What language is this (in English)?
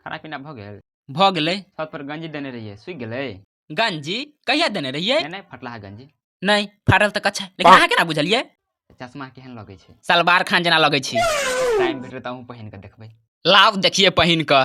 Maithili